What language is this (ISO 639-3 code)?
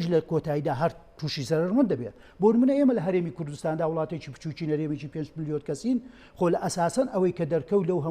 ckb